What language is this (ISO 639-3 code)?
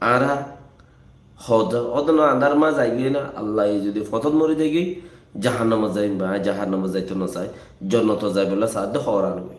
rhg